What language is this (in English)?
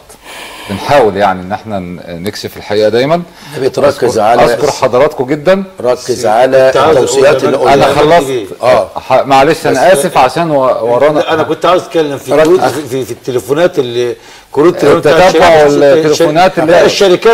Egyptian Arabic